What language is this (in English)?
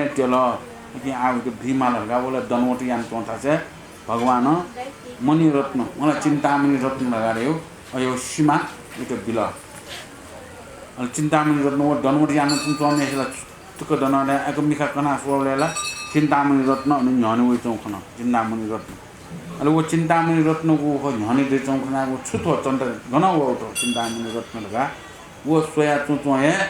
Newari